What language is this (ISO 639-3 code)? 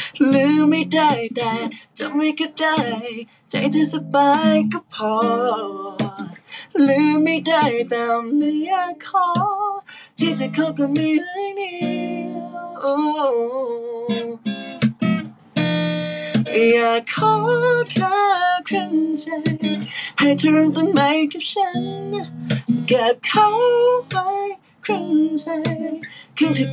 tha